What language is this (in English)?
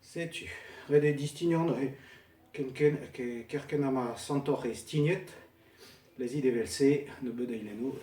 Breton